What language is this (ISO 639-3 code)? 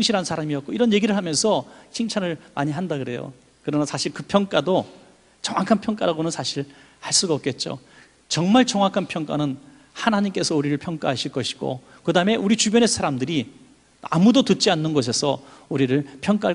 kor